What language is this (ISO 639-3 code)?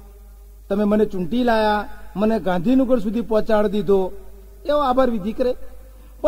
guj